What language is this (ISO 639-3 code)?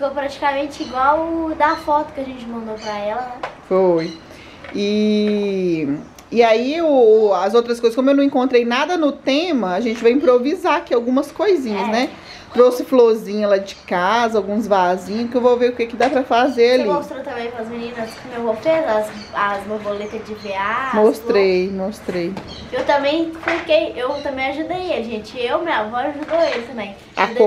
por